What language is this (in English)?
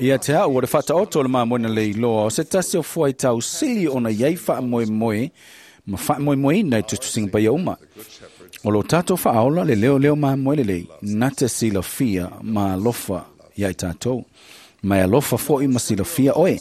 Samoan